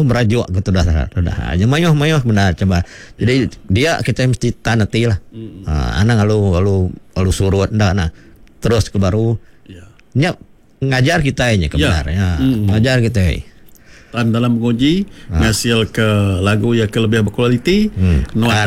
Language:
Iban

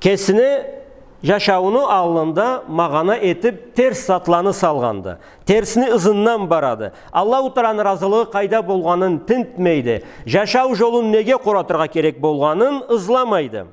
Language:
Karachay-Balkar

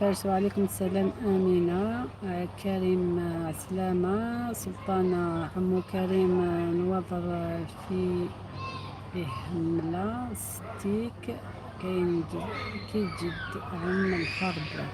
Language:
Algerian Arabic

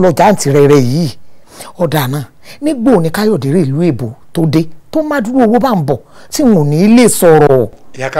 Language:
Yoruba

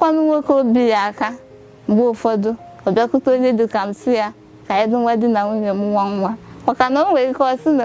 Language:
Igbo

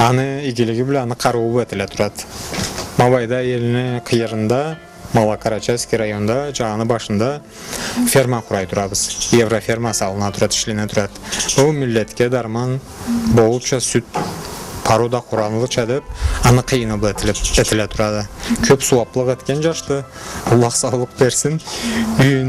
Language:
Karachay-Balkar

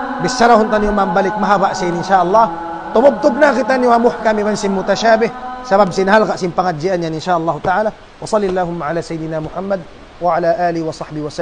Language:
Tausug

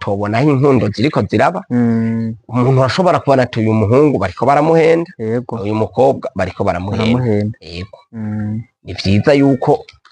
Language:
Rundi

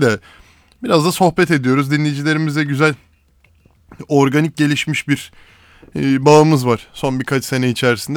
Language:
Turkish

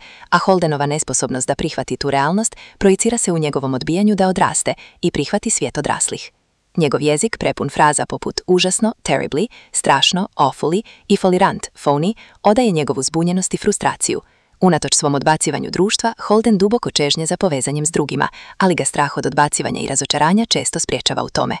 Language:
Croatian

